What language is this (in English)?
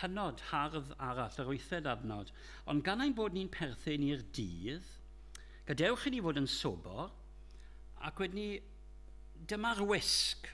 Welsh